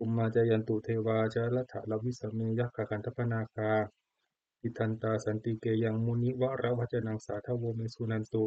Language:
Pali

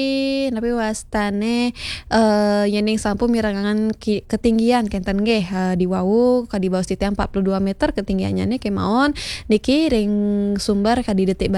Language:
Balinese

